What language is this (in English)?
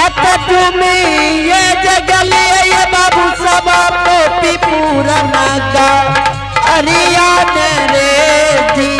Angika